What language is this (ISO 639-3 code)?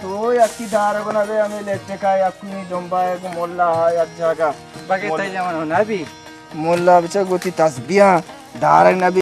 bal